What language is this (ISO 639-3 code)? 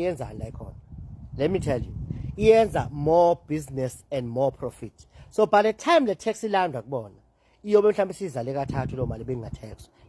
zul